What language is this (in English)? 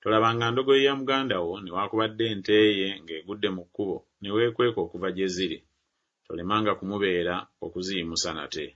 Ganda